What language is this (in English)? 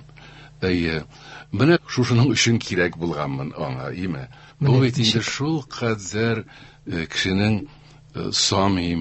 Tatar